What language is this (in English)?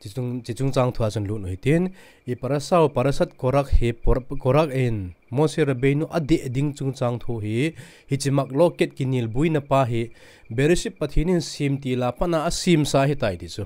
Thado Chin